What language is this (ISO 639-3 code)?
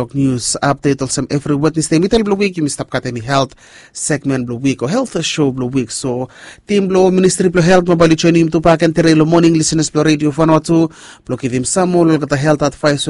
bis